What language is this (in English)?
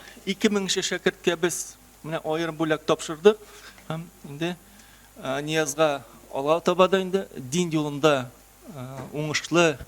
Tatar